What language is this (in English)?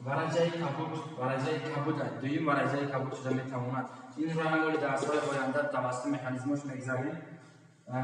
Tajik